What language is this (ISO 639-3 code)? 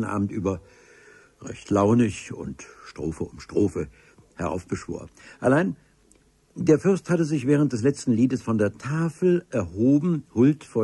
deu